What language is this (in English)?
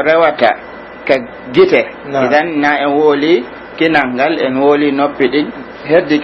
Pular